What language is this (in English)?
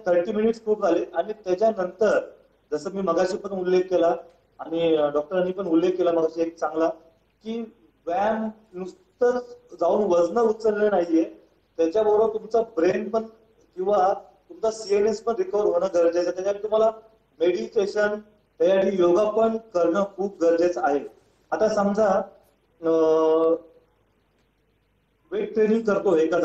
Marathi